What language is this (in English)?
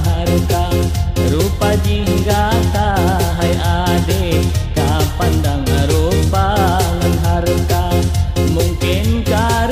Achinese